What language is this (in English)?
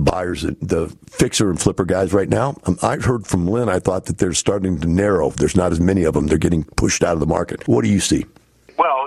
English